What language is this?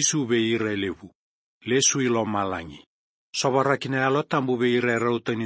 Fijian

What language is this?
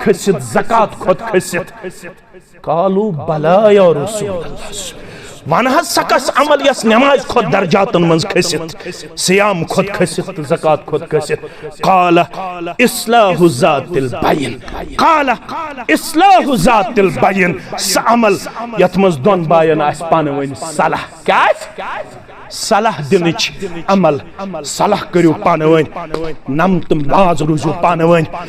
Kashmiri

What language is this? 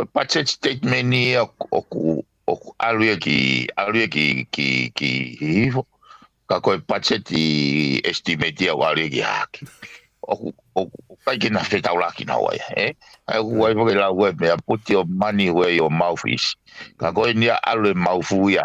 Tongan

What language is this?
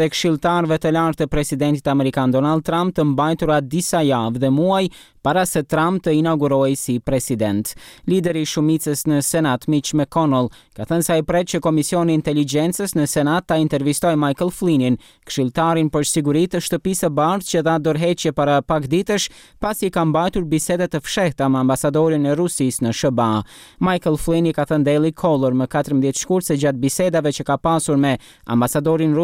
Albanian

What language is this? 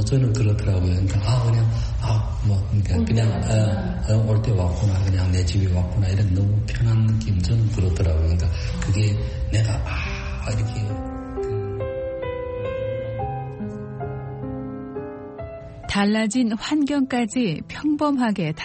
Korean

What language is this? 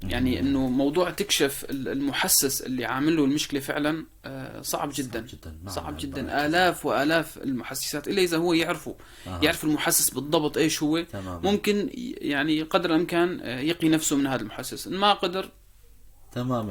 North Levantine Arabic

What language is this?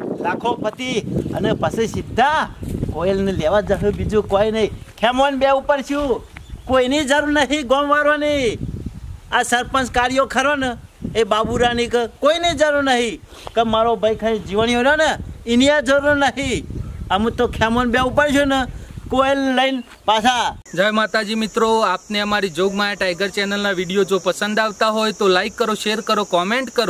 Gujarati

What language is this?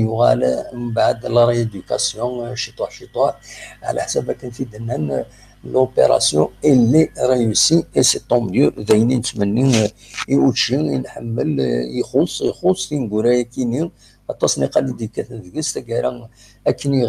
Kabyle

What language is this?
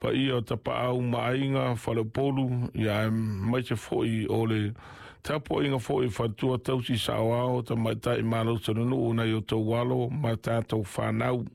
Samoan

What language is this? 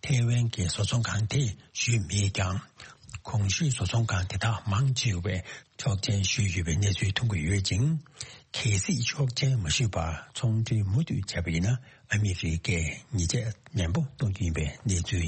Tibetan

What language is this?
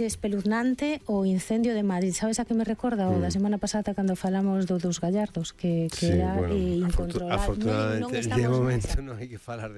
Galician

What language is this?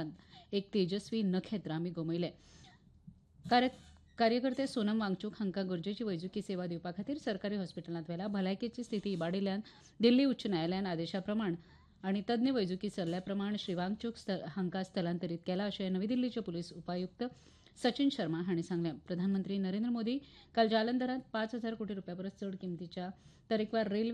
Konkani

